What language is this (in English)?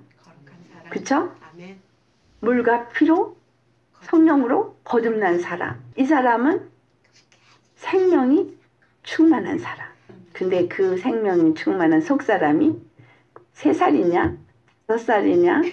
Korean